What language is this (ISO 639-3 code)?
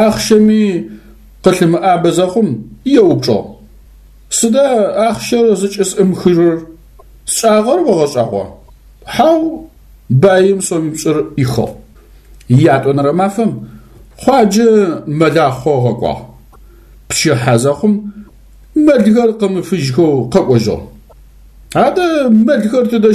ady